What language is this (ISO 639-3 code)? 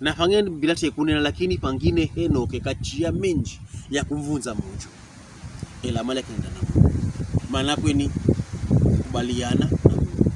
pkb